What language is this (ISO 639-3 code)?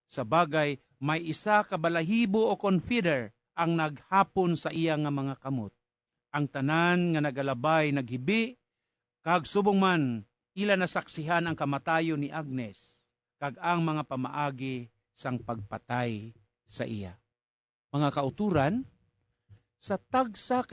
hil